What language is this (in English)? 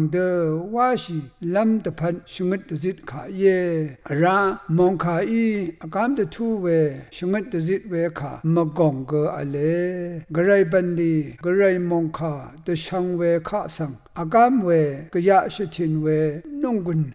Rawang